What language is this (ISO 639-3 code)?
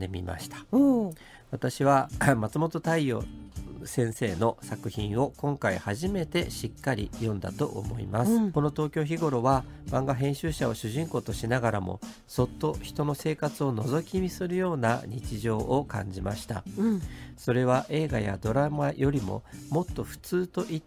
jpn